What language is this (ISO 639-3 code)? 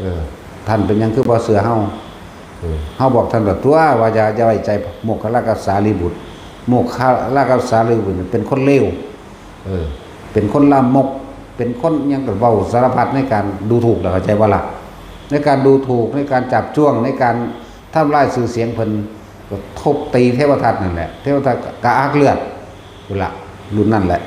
tts